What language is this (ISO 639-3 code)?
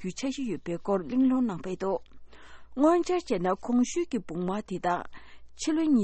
bod